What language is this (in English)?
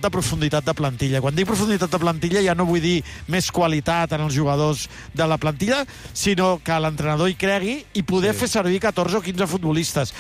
Catalan